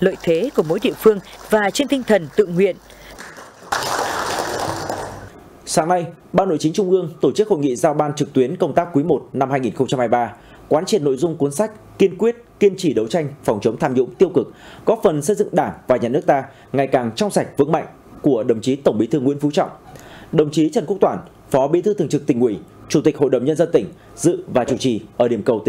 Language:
Vietnamese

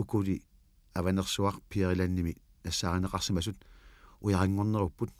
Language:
Kalaallisut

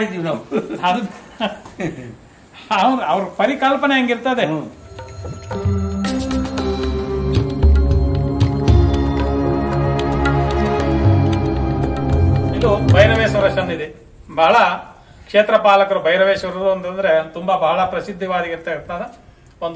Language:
Kannada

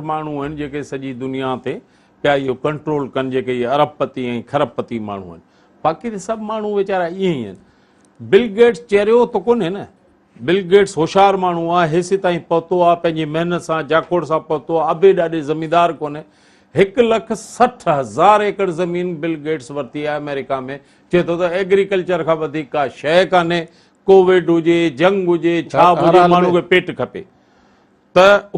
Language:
Sindhi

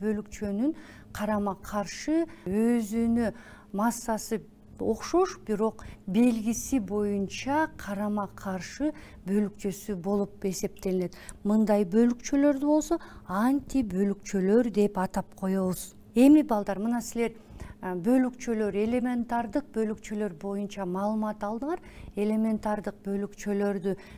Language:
Kyrgyz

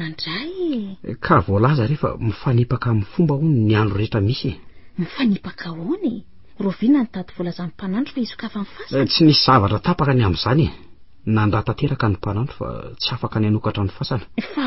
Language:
Malagasy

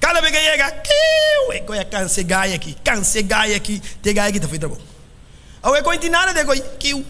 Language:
Papiamento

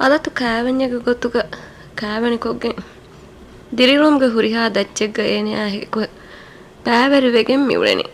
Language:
Divehi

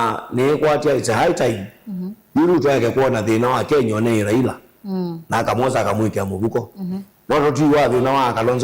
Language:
Kamba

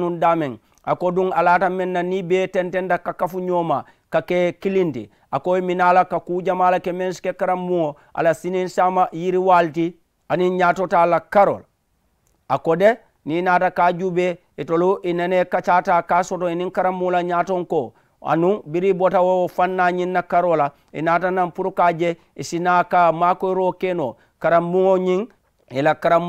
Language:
Mandingo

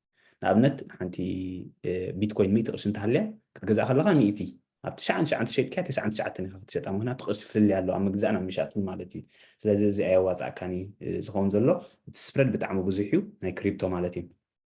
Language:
Tigrinya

